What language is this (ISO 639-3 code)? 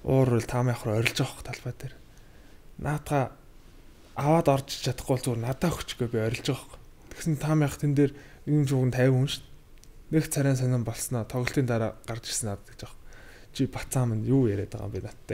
mon